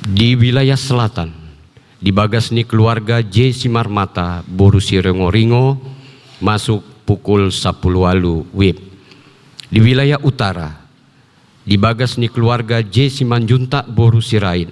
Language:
Batak Toba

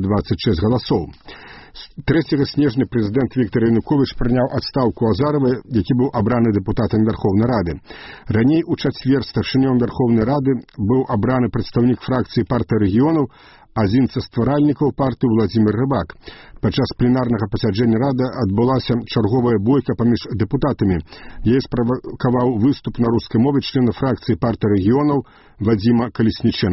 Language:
Belarusian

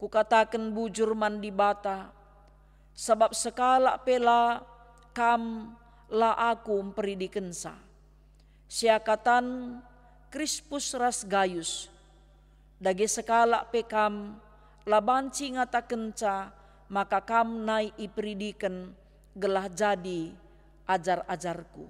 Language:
Batak Karo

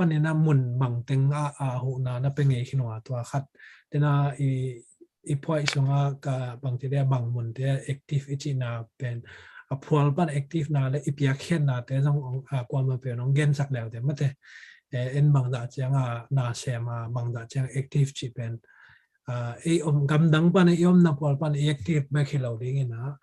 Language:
Tedim Chin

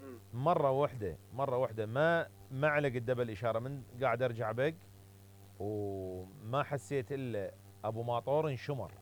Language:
Mesopotamian Arabic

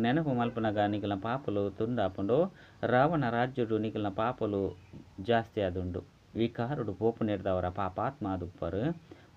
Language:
Tulu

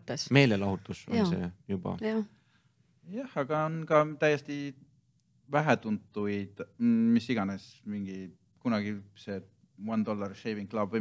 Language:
Estonian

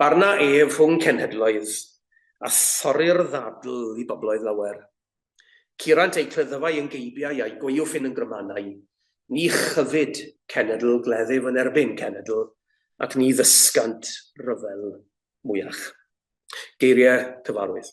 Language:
Welsh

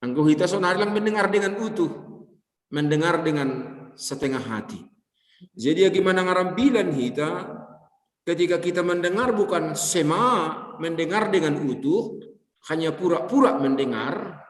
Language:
Batak Simalungun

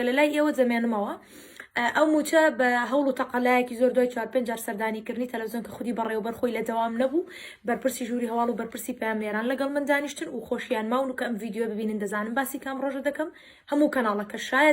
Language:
Central Kurdish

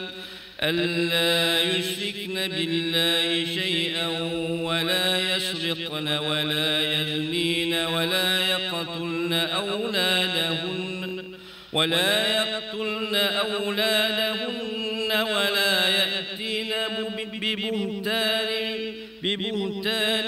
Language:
Arabic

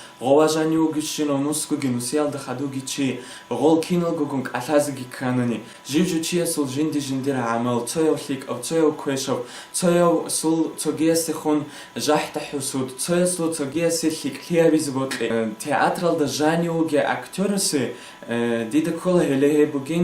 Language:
Avaric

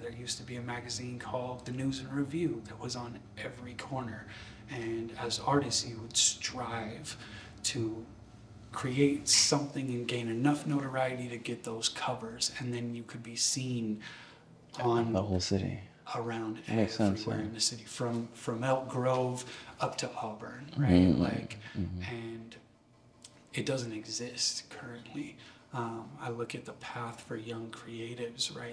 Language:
English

